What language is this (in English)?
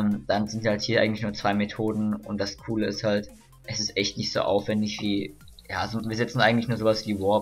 German